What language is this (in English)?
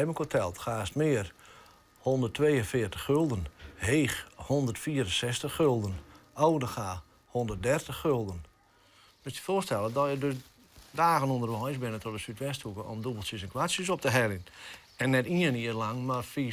Western Frisian